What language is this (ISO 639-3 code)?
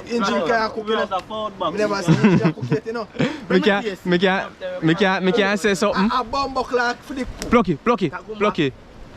jam